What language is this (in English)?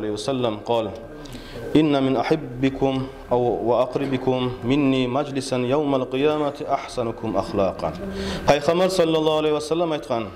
Kumyk